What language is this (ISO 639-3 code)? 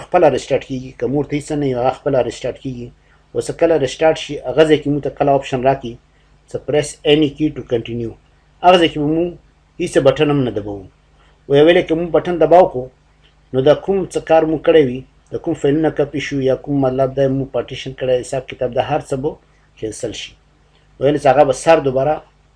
pus